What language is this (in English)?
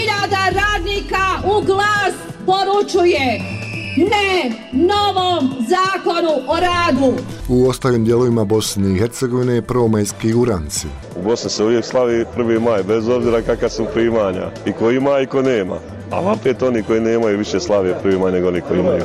Bosnian